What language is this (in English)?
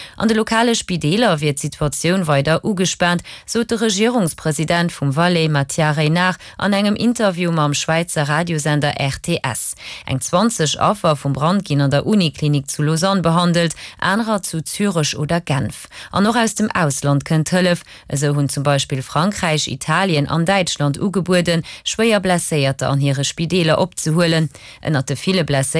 Luxembourgish